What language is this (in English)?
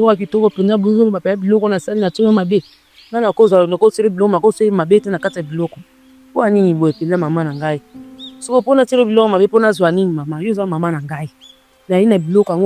Lingala